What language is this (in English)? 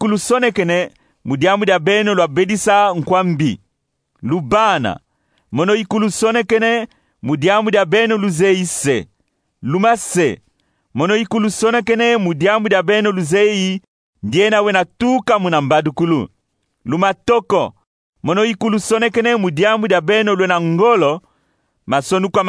Kongo